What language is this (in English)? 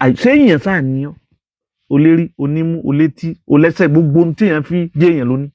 Yoruba